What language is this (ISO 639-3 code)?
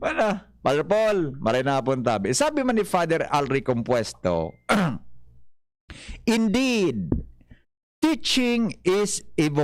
bik